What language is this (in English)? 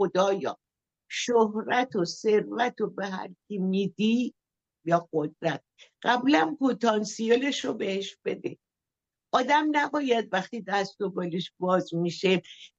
Persian